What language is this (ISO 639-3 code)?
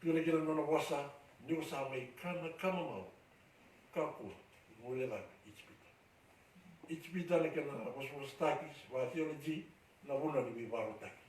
fij